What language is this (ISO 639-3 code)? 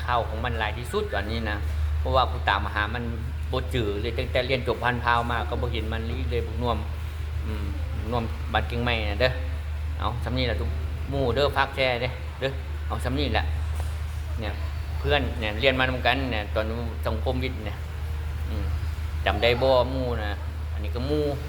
lao